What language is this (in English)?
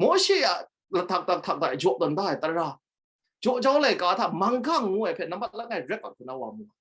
Kachin